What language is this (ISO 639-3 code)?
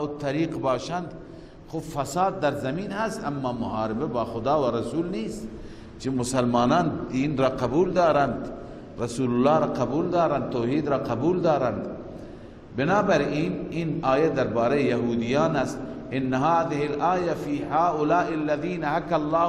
fas